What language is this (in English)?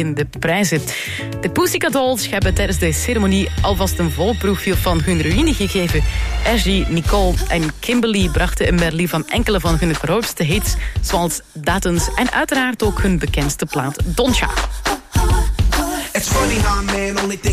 Dutch